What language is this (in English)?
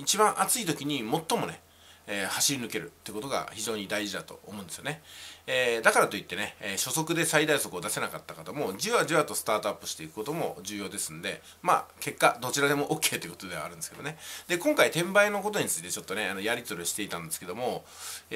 Japanese